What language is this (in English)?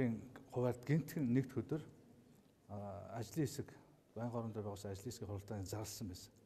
Mongolian